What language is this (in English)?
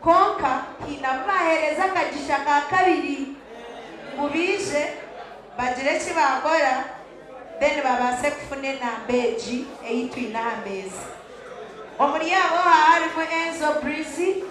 Nyankole